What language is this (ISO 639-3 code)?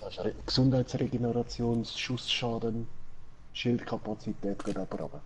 gsw